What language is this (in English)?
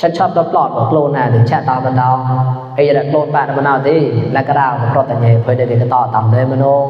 Mon